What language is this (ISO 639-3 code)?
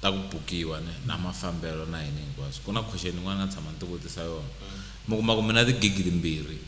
tso